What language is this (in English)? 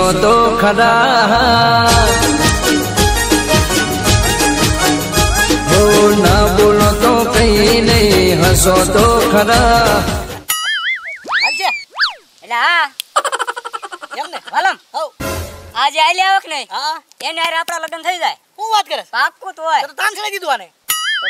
Gujarati